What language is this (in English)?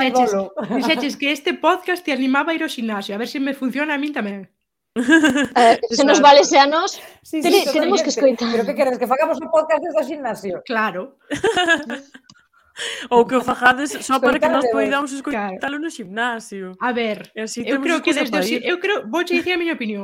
Galician